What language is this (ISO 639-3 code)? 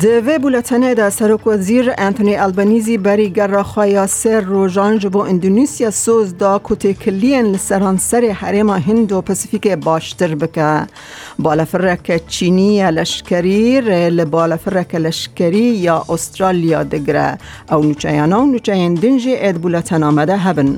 kur